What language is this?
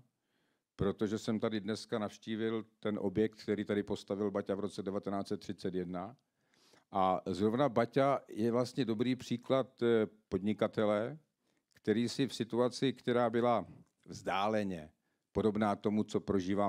Czech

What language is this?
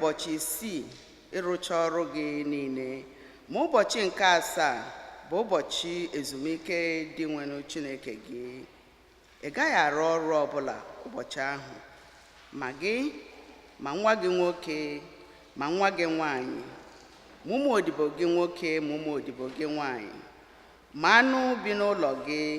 Igbo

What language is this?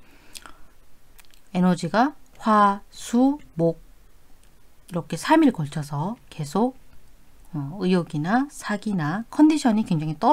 Korean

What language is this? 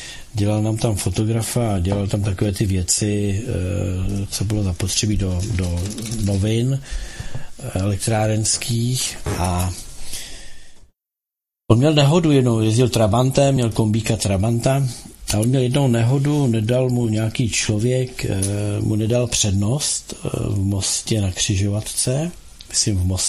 Czech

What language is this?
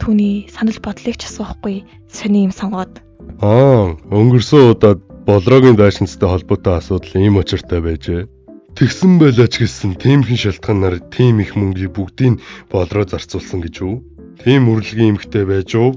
Mongolian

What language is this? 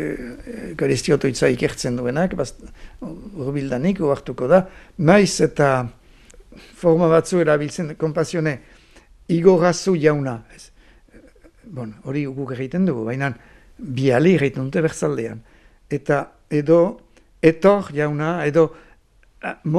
Basque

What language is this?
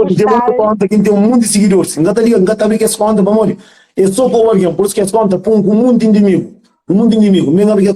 Kabuverdianu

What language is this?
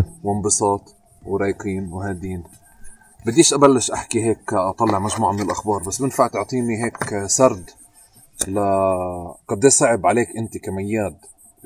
North Levantine Arabic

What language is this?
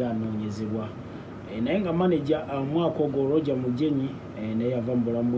Ganda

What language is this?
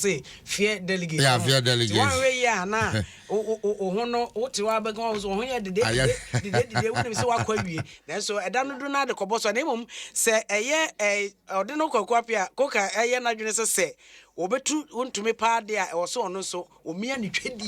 Akan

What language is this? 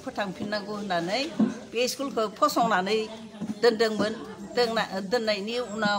Bodo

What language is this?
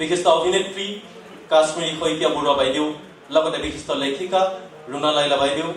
Assamese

